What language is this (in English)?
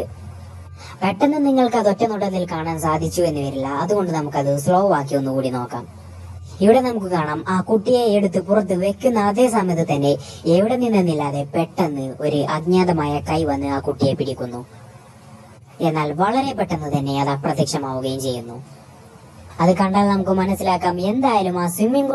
Malayalam